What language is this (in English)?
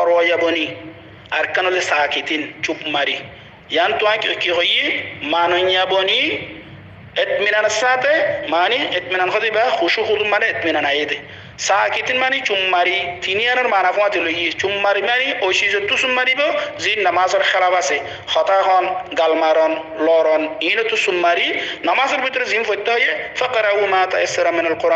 Rohingya